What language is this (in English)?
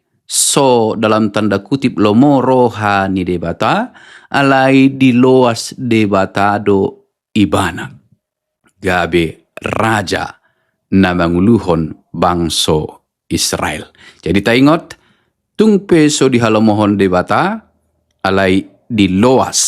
Batak Toba